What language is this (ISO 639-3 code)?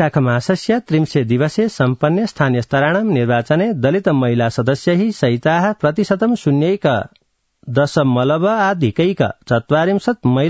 san